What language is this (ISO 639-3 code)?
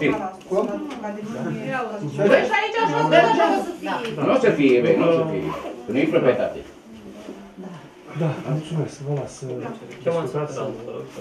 ron